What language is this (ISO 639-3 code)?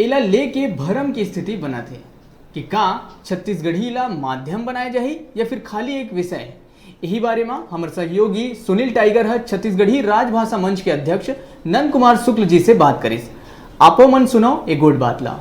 hne